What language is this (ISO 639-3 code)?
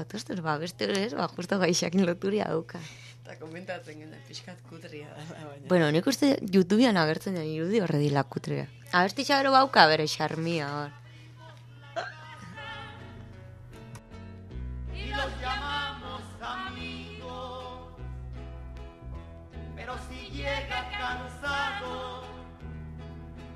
eus